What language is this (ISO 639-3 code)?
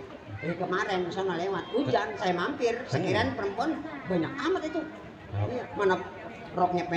bew